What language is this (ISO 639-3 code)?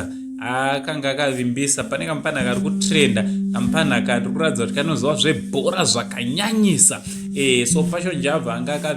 sna